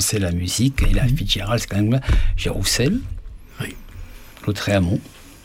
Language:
French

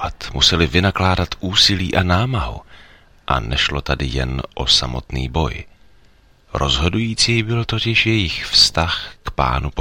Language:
Czech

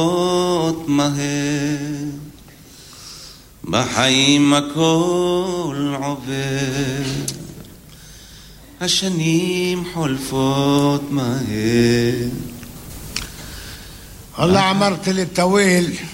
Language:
Hebrew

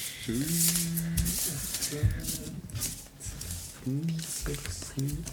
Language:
Norwegian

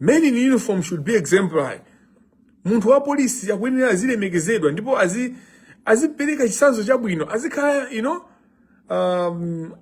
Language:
Nyanja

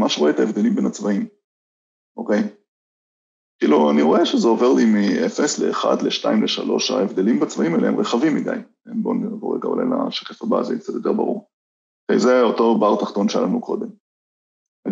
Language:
Hebrew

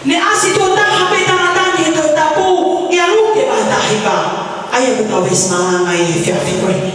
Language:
Tongan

